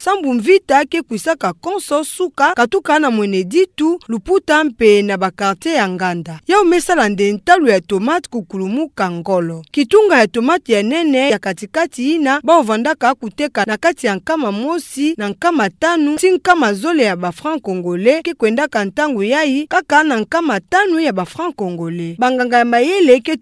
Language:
Kituba (Democratic Republic of Congo)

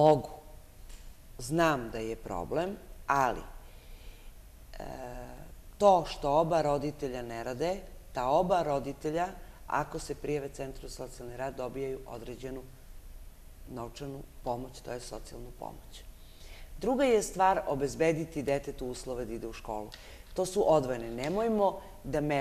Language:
Serbian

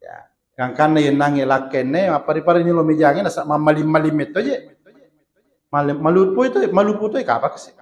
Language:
Buginese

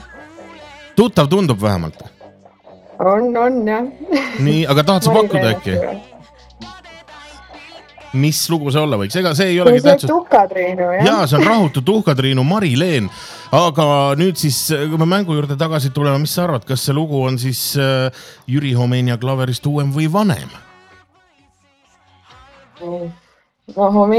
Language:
Estonian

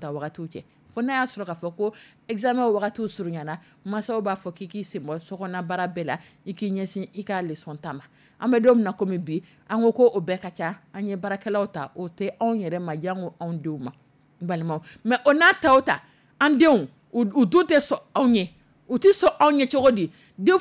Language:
Dyula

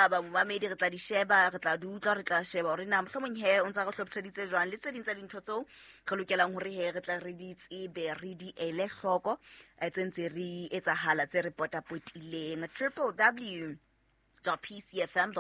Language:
Southern Sotho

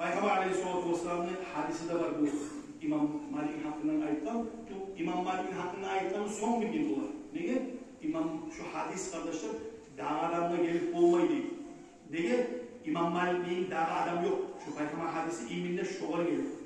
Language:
Kumyk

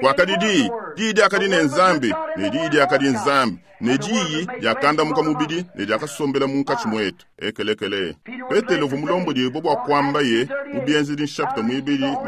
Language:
Luba-Lulua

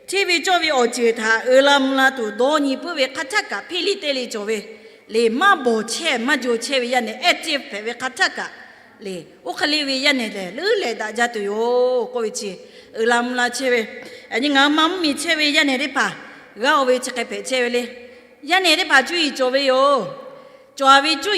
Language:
Lahu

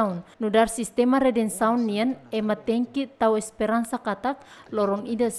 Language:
Tetum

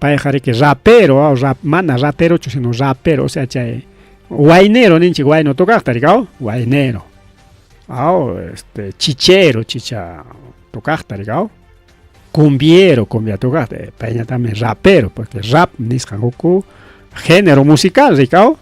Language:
Ayacucho Quechua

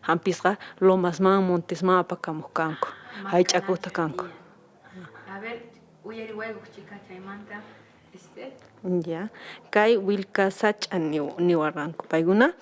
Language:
Quechua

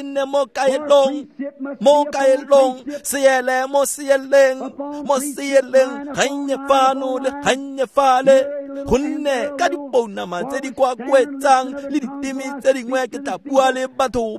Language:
Tswana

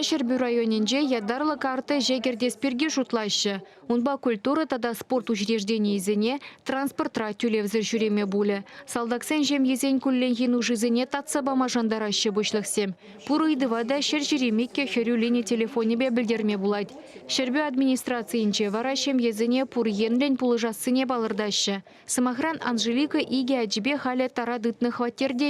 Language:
Chuvash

